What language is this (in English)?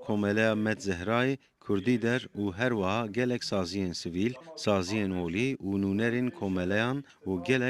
Kurdish